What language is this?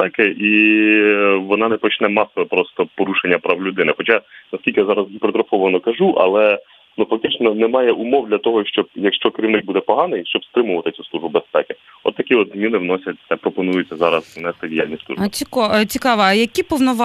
Ukrainian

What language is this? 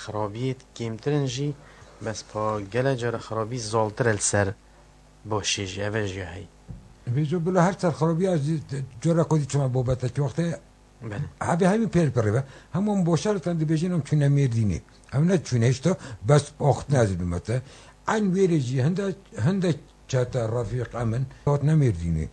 Kurdish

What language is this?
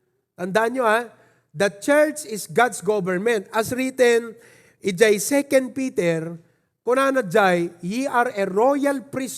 Iloko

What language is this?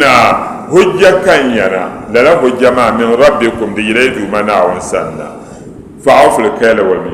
Dagbani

